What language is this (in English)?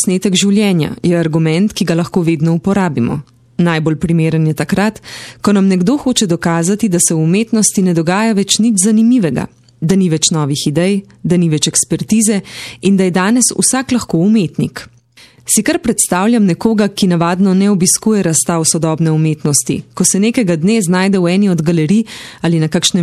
Slovenian